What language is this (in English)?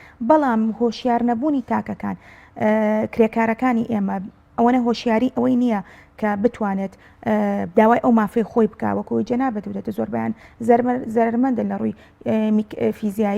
Central Kurdish